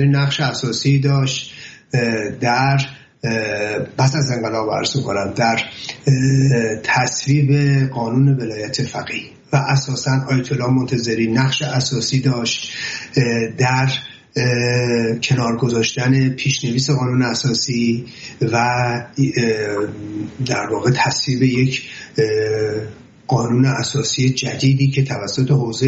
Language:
Persian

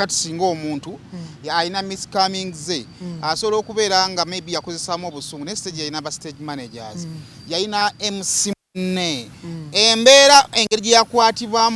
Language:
Ganda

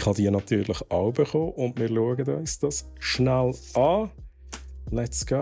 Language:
Swiss German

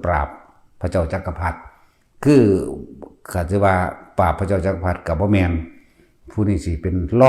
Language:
Northeastern Thai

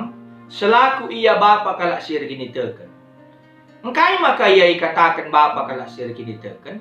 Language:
Batak Karo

